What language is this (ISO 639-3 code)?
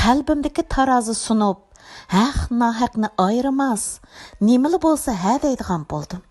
uig